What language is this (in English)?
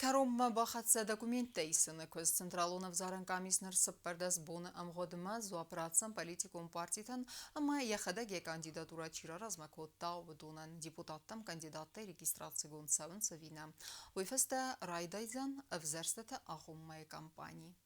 Ossetic